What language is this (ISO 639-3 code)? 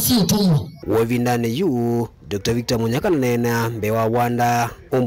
kam